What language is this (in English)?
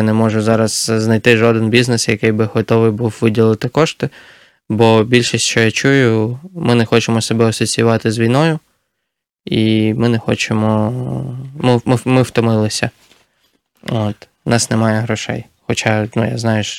Ukrainian